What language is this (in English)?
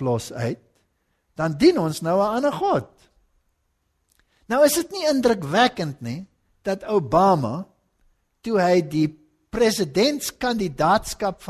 Afrikaans